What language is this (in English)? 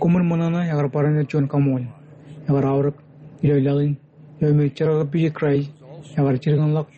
Marshallese